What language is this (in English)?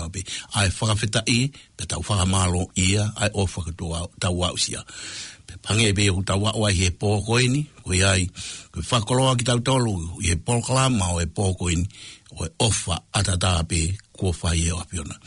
Tongan